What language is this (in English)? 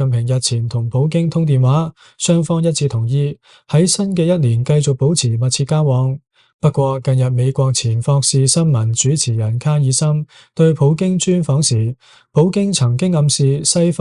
Cantonese